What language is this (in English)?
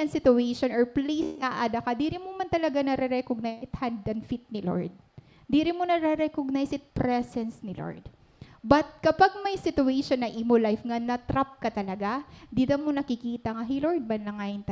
Waray